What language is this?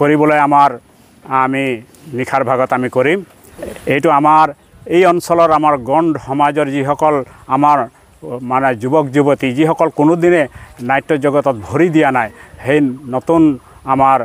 Assamese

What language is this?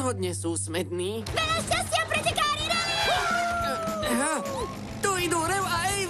Slovak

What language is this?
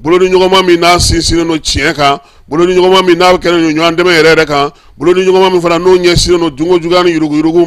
Bambara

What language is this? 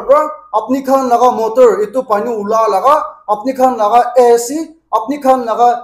Naga Pidgin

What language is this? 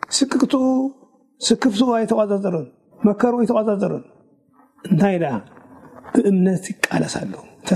Tigrinya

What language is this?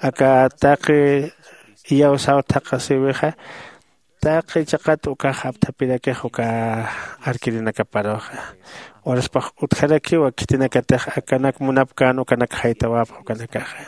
Aymara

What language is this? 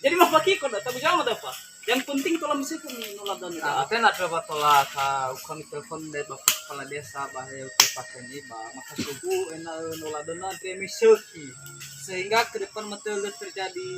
Nias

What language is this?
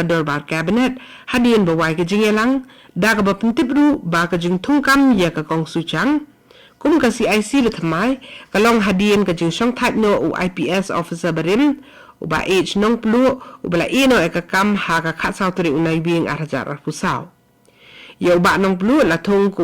Khasi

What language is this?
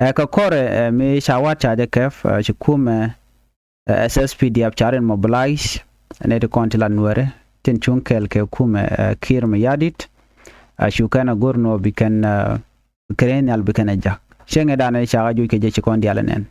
Nuer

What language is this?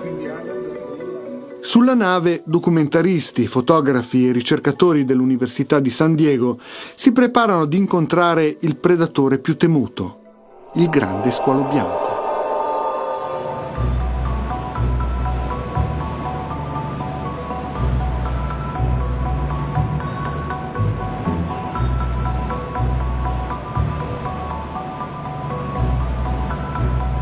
Italian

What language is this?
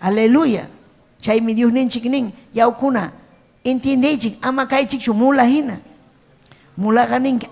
Ayacucho Quechua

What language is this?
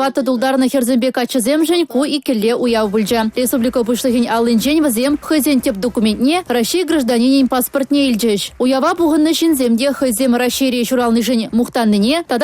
Chuvash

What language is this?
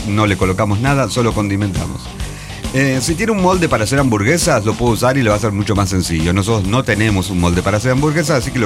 Spanish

